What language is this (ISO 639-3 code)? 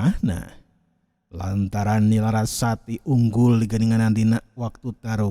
sun